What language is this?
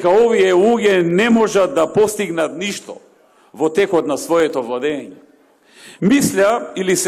Macedonian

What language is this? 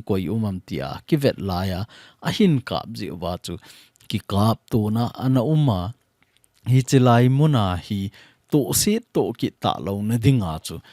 Thado Chin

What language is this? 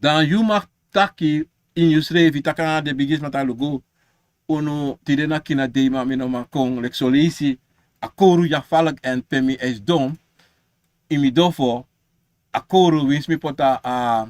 Sranan Tongo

